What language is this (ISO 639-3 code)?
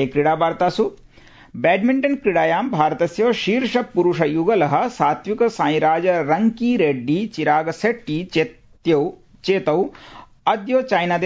san